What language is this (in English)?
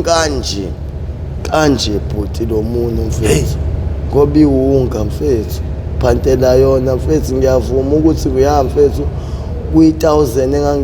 Zulu